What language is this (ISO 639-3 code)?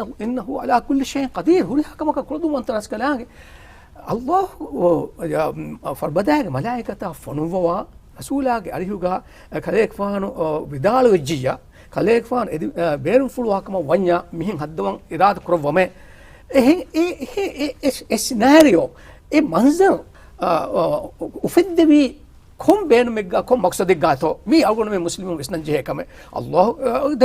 div